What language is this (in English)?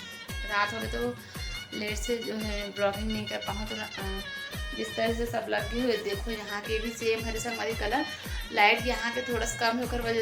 Chhattisgarhi